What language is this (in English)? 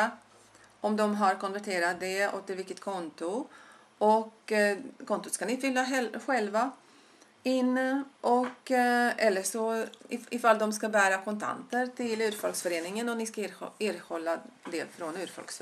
Swedish